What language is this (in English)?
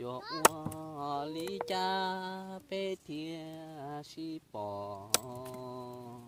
Hmong